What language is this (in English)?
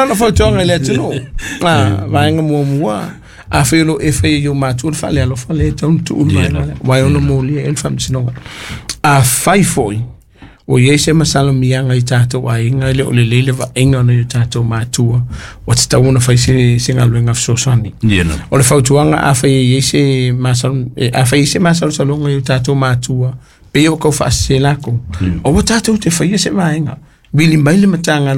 Samoan